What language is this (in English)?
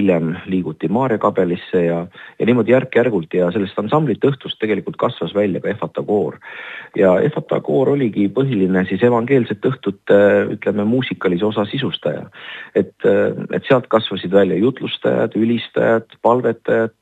Estonian